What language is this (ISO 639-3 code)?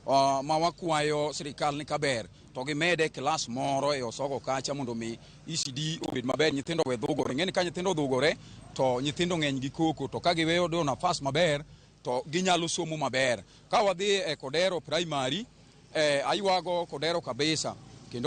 luo